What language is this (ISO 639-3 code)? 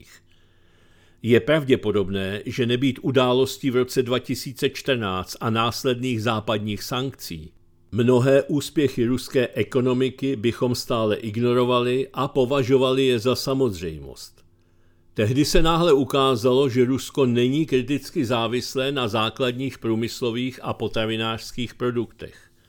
ces